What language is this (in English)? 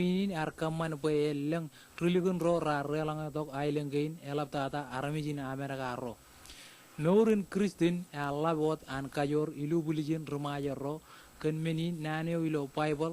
Marshallese